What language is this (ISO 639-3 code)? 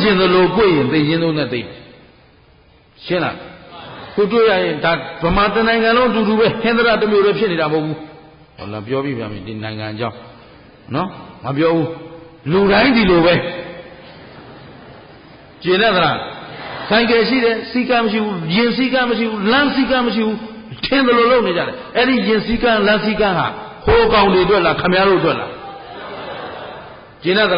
mya